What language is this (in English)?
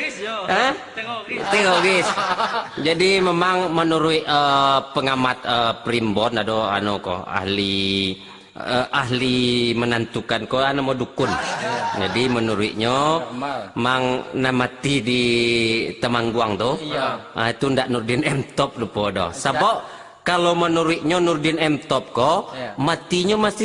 Minangkabau